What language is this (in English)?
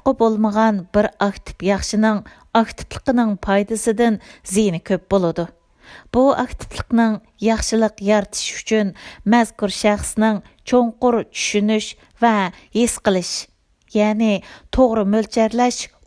Uyghur